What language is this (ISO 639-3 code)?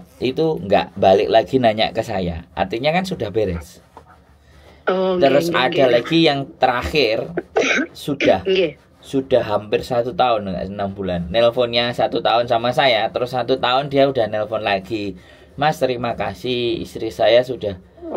ind